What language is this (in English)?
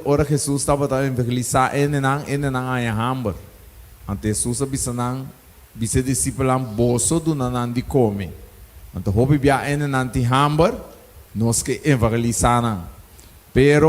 Papiamento